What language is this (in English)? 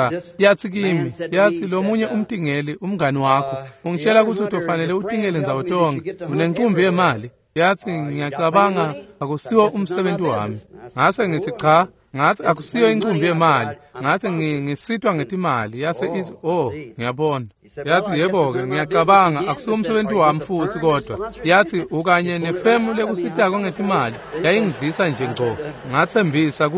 Swati